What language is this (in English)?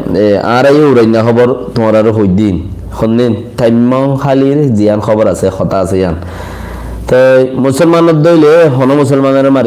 Rohingya